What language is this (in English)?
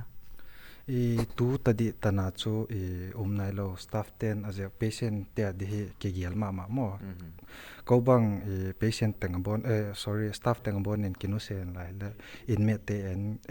Paite Chin